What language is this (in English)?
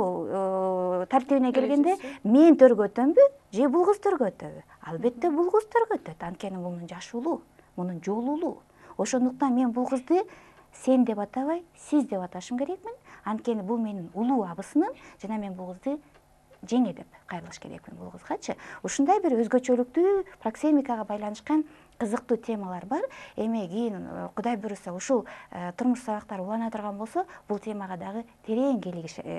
Kyrgyz